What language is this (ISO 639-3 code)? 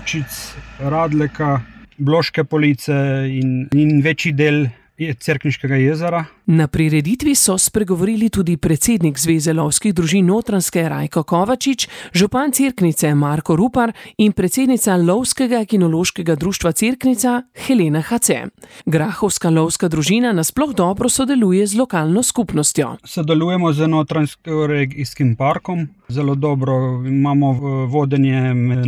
slv